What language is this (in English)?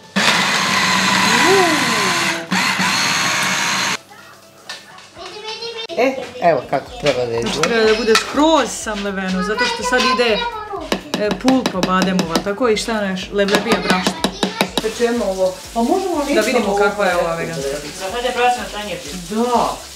Serbian